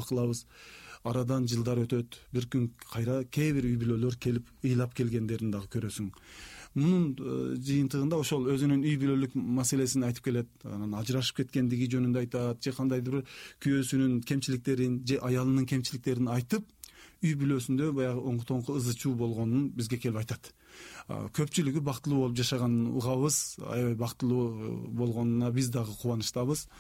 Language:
Kyrgyz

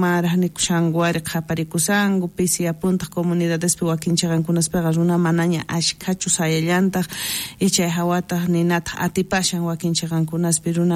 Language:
South Bolivian Quechua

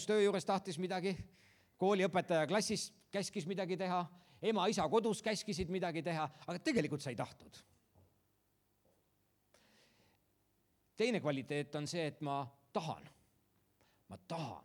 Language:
Estonian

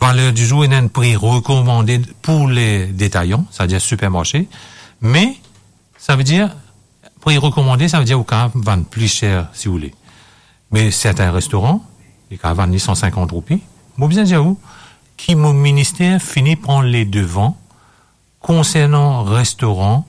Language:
Morisyen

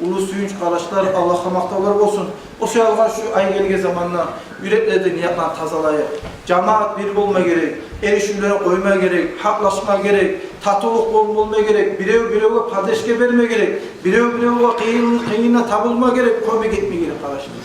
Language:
Kumyk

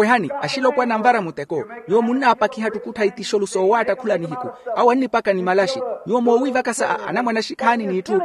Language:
Makhuwa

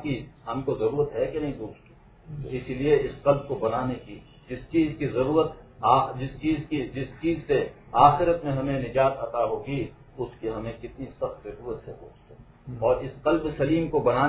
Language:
Urdu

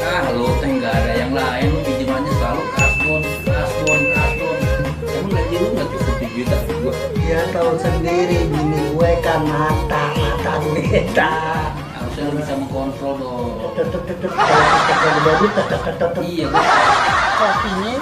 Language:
Betawi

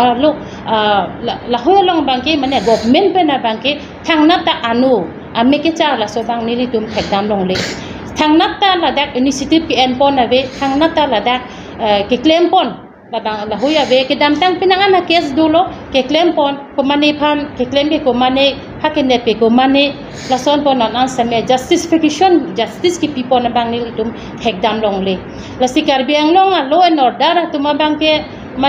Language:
Karbi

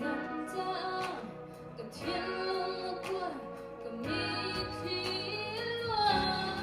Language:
Hakha Chin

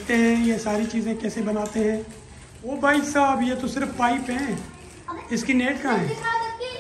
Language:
Hindi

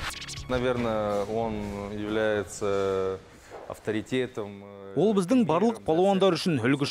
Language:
Kazakh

